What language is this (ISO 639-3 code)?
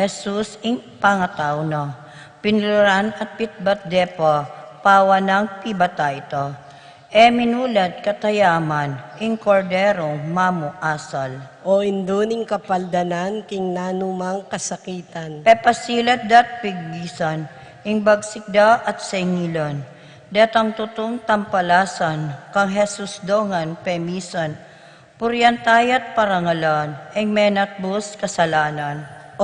pam